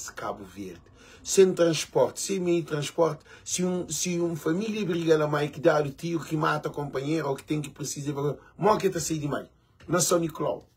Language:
Kabuverdianu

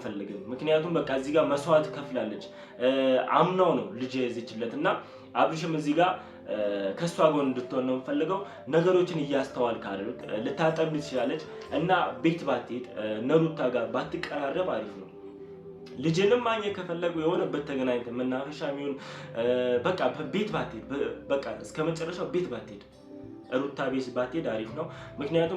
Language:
Amharic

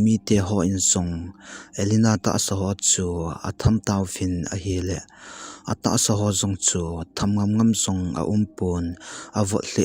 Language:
Thado Chin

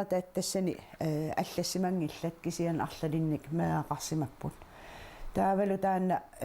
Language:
Kalaallisut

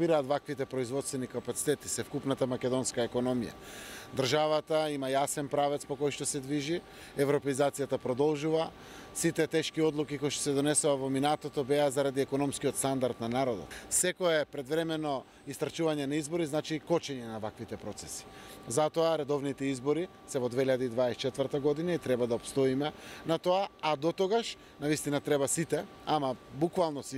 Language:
Macedonian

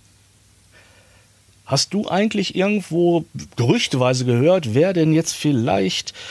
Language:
German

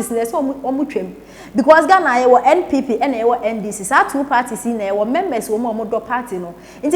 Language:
Akan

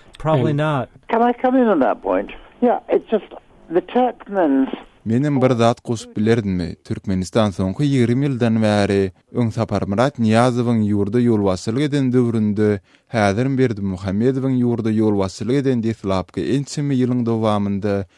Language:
Turkmen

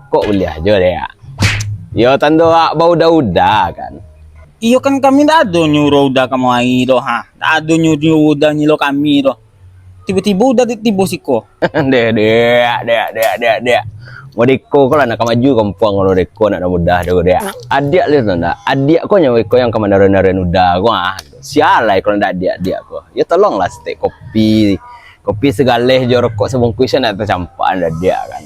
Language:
Minangkabau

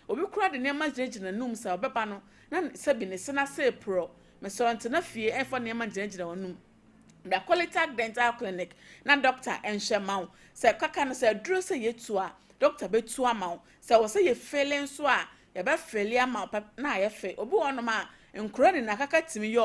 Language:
Akan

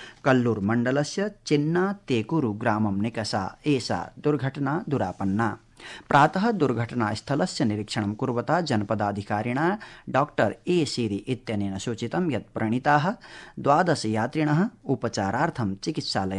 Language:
Sanskrit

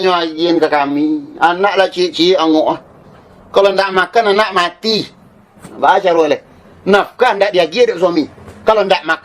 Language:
Minangkabau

